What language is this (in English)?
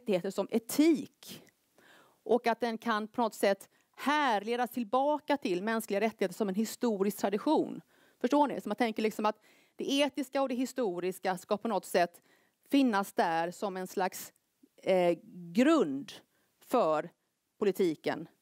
Swedish